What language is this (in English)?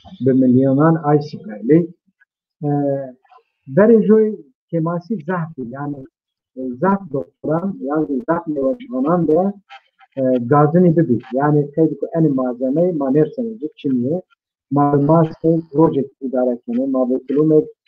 Zaza